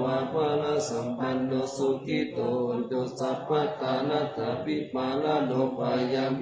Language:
Pali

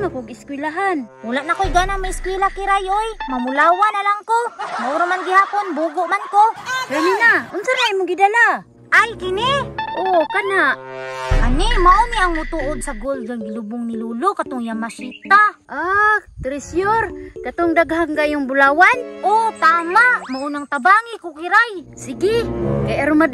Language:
Cebuano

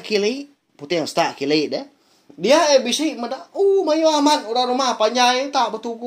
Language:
Iban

